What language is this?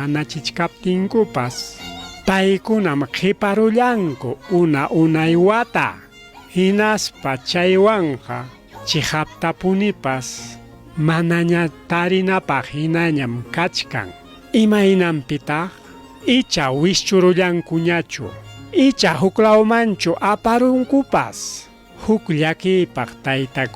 Ayacucho Quechua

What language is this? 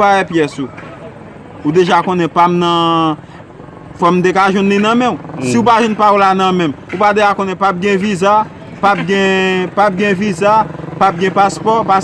Haitian Creole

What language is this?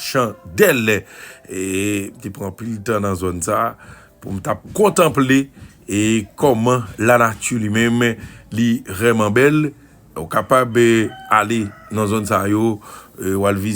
Haitian Creole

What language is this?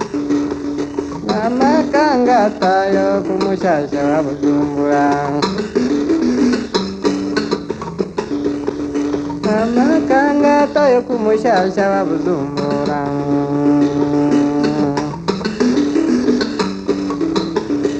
Kinyarwanda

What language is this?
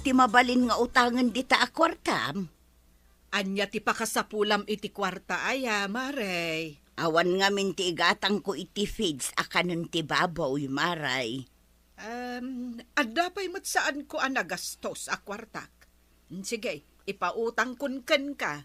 Iloko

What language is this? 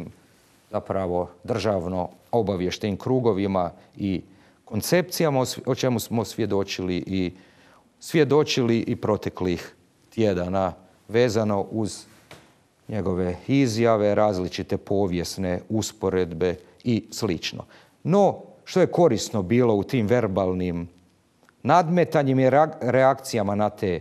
Croatian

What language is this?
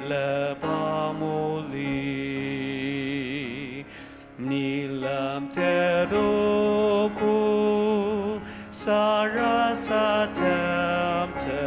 Ao Naga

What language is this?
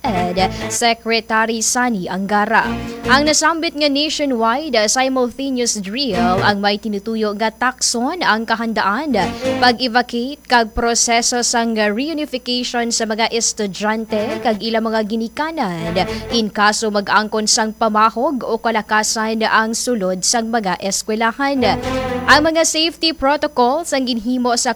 Hiligaynon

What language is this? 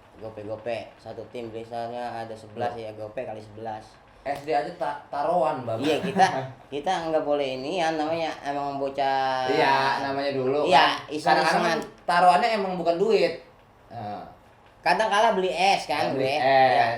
Betawi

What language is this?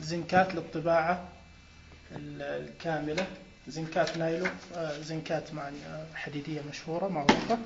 Najdi Arabic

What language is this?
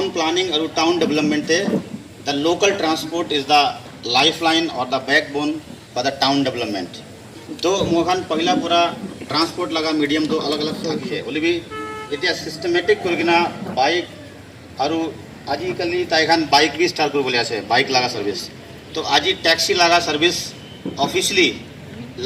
Naga Pidgin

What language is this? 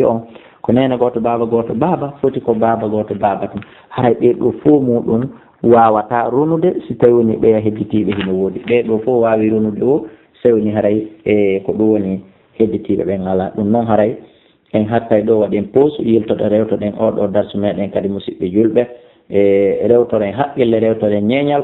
Fula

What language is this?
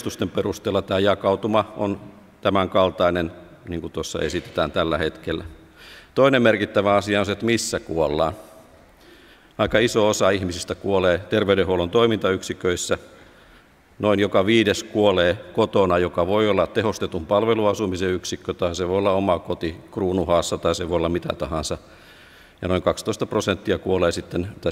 Finnish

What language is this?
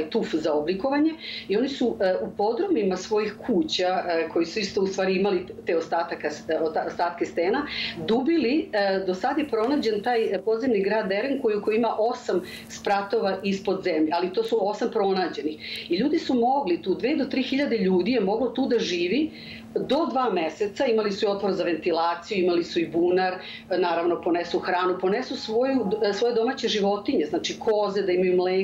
Serbian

